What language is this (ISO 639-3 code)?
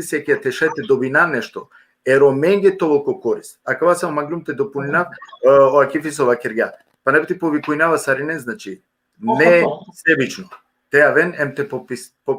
rmn